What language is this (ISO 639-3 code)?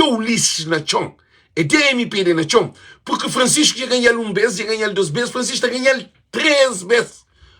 kea